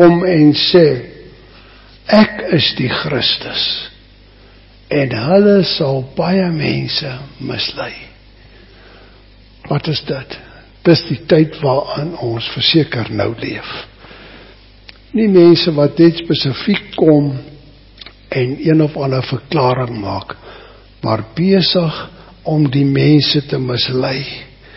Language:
Afrikaans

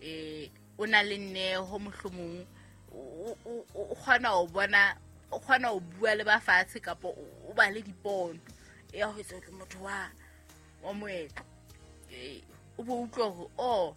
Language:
Southern Sotho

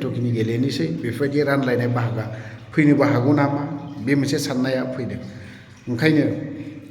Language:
Bodo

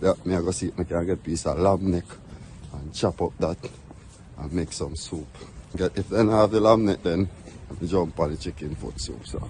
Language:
Jamaican Creole English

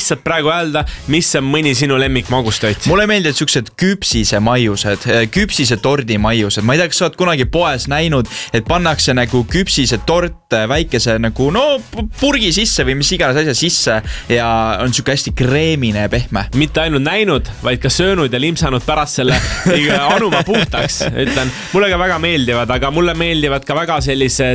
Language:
Estonian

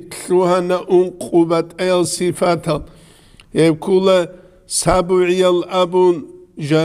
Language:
Avaric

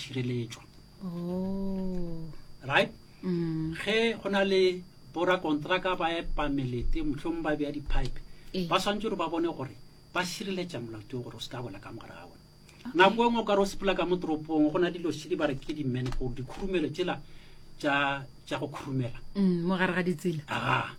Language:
Northern Sotho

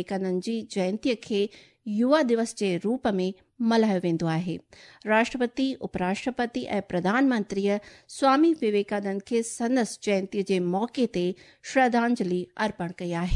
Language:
Sindhi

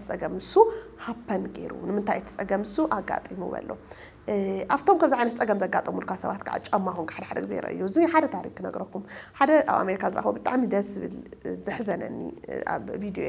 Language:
Tigrinya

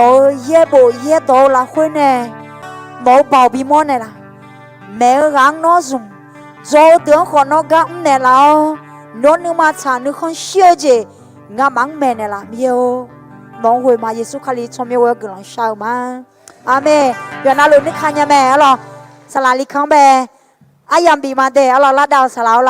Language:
Akha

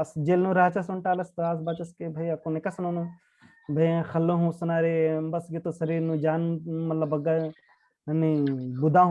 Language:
Kurukh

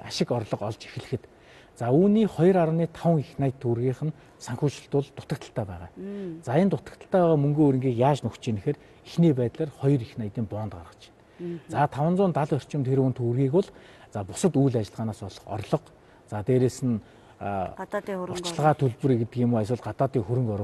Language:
Mongolian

